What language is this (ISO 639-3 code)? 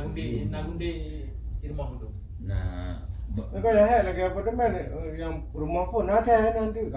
ace